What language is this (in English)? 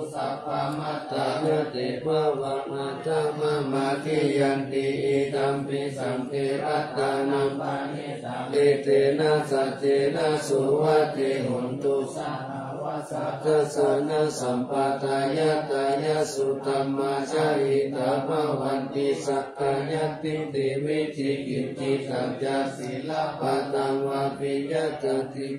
Pali